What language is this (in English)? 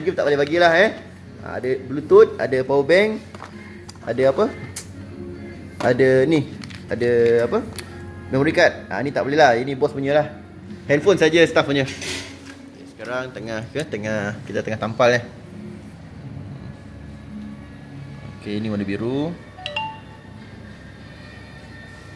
Malay